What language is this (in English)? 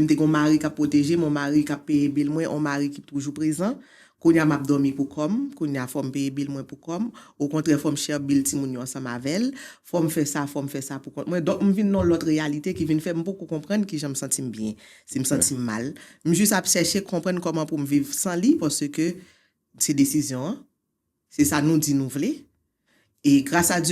Haitian Creole